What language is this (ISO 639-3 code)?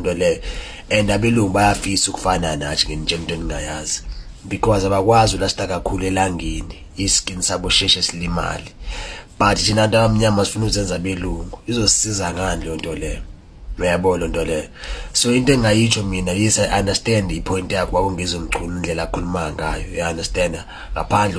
zul